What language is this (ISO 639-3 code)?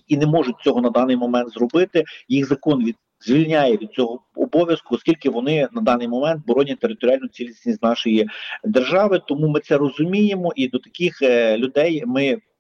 ukr